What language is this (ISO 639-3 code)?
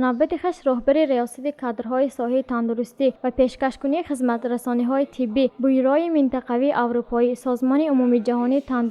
tgk